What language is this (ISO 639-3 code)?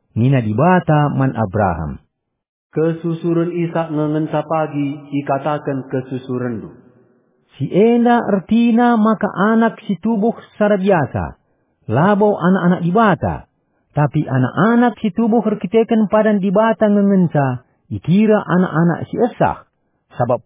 btx